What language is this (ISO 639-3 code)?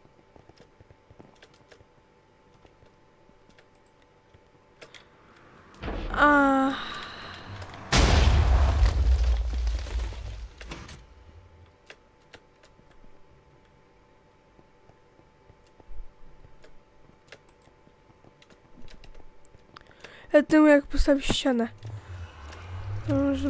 pol